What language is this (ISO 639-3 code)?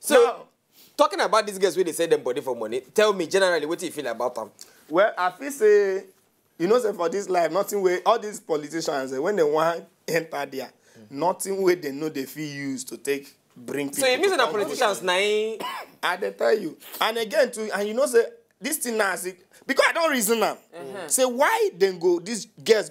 pcm